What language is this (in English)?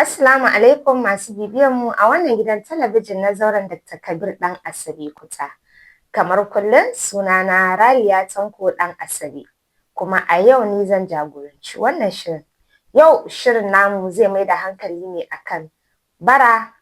Hausa